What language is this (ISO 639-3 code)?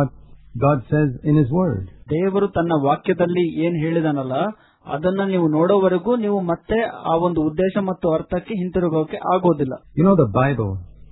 kan